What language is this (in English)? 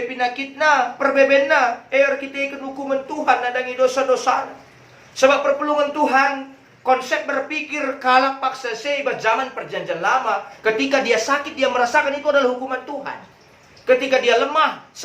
Batak Karo